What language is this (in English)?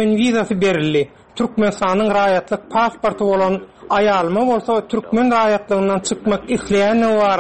Turkmen